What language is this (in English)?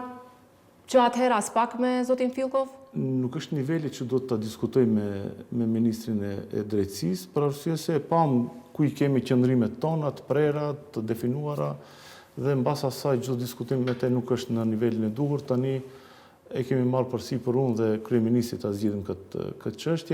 Albanian